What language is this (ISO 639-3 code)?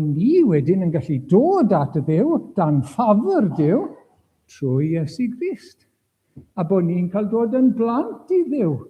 cym